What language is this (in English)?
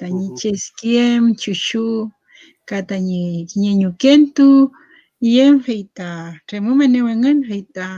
Mapuche